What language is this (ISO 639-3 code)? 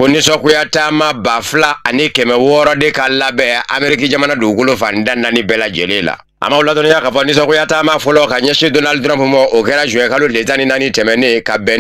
bam